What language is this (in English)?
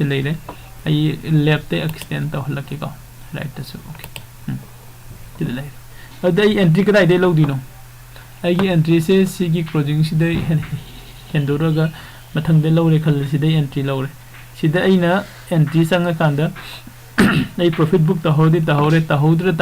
Manipuri